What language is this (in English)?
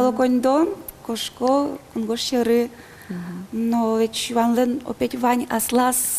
Udmurt